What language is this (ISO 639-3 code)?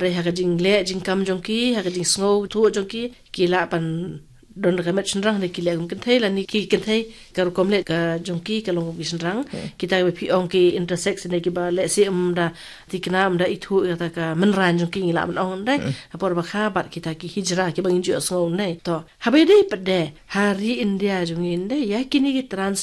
kha